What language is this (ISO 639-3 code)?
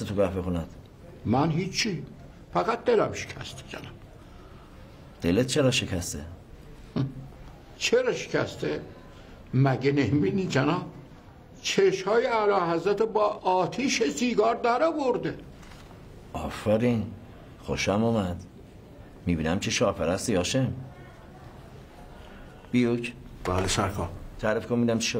fas